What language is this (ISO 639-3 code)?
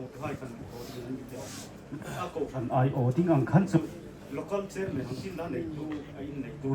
hmr